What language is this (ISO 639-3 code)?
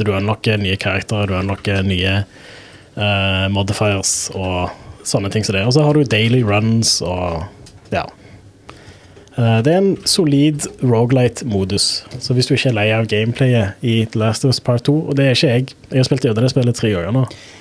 nor